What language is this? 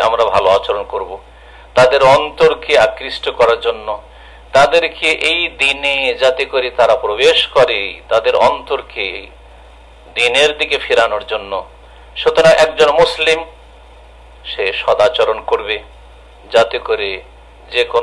Bangla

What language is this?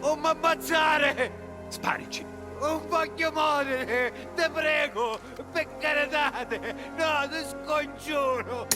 Sicilian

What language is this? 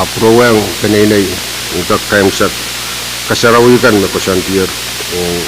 Pohnpeian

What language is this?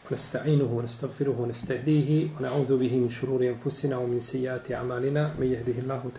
Bosnian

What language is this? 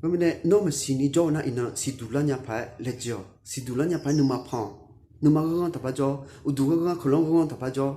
Akha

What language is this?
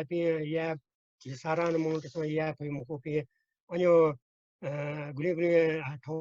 Newari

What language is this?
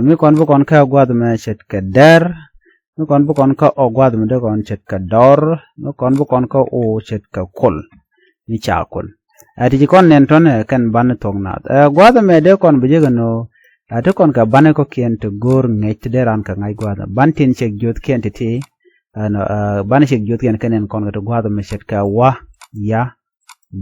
Nuer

